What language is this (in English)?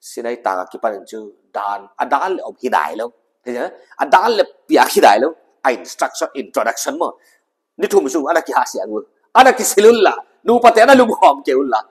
Paite Chin